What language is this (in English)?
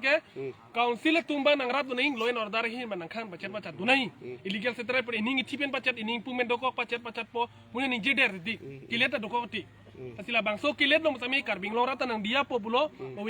Karbi